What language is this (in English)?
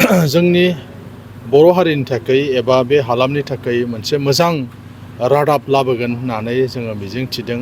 Bodo